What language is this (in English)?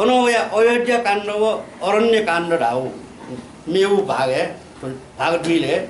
Newari